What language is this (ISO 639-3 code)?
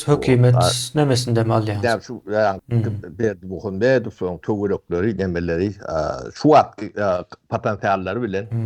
tuk